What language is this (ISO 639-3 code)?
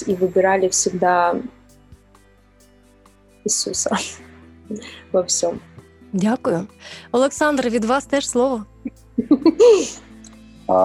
ukr